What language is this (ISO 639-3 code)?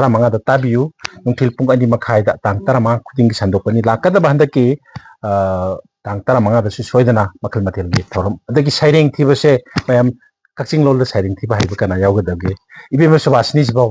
mni